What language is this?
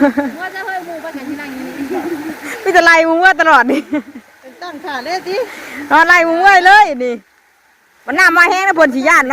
Northeastern Thai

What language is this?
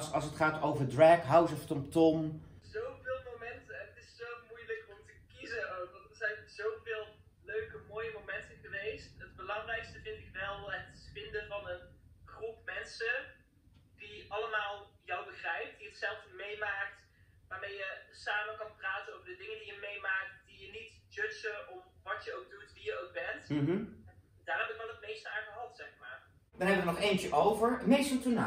Dutch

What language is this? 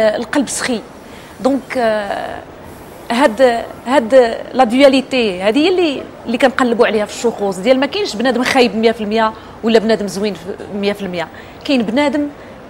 Moroccan Arabic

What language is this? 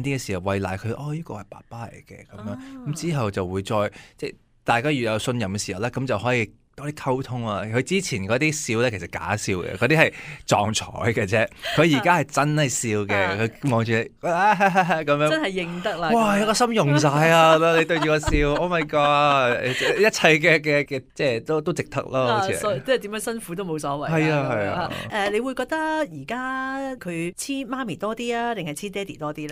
Cantonese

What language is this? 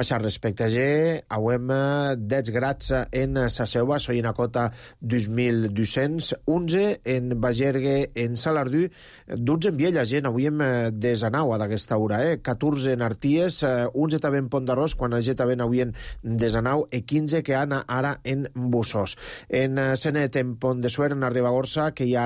Catalan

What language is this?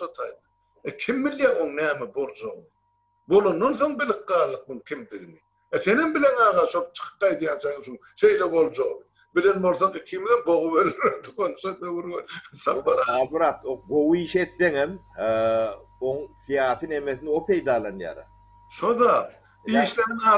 Turkmen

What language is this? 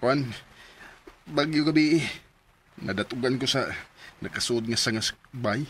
Cebuano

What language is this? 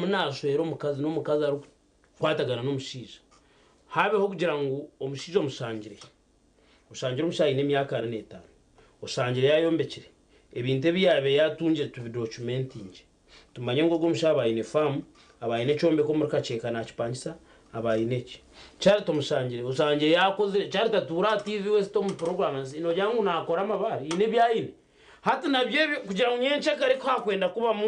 Nyankole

